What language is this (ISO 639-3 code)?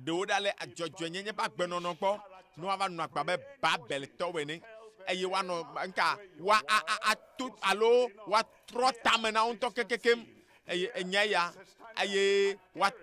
ewe